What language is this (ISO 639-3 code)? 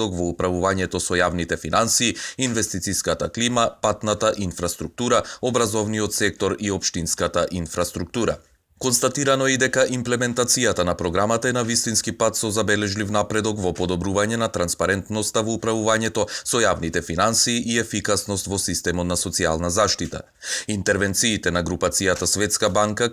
mkd